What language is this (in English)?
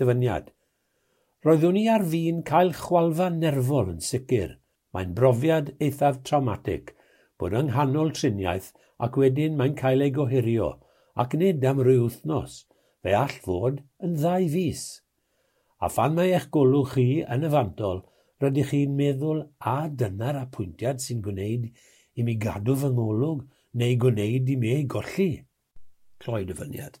Welsh